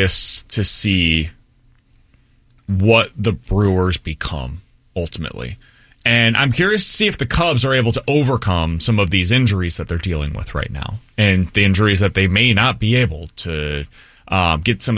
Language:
English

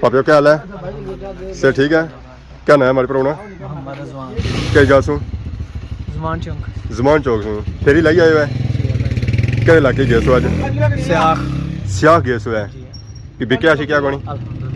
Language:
Pahari-Potwari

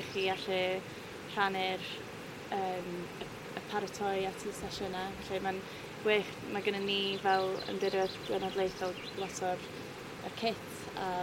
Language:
Welsh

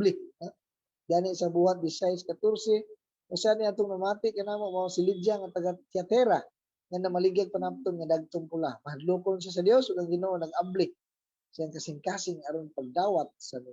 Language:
Cebuano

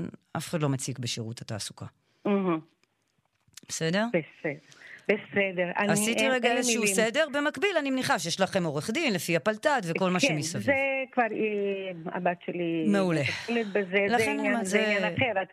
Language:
Hebrew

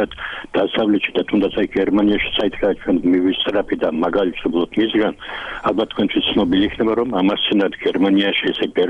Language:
Georgian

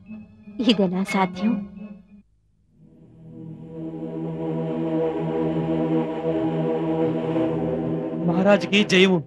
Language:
Telugu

